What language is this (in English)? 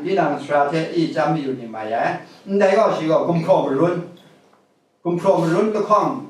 Kachin